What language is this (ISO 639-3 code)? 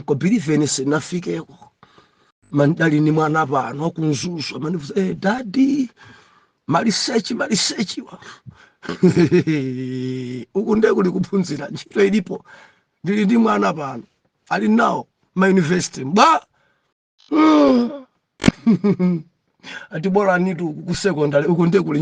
nya